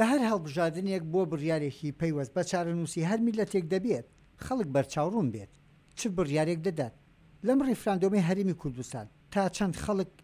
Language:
Central Kurdish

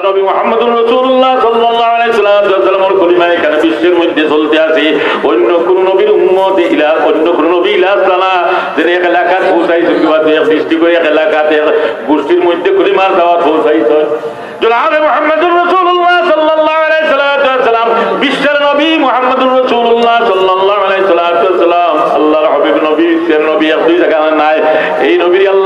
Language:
Sylheti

